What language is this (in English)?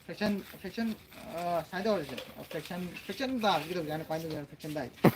Manipuri